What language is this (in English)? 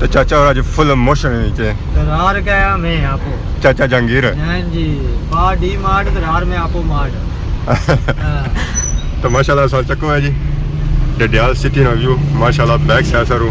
Pahari-Potwari